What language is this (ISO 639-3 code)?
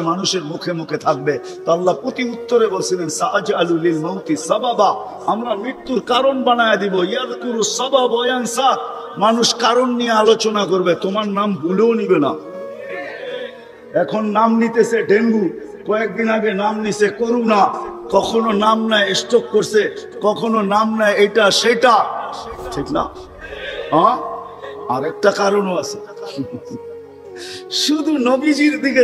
ben